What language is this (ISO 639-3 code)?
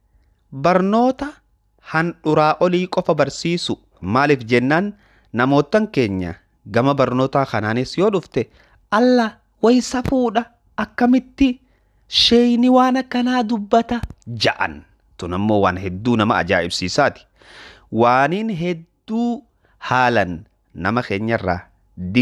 orm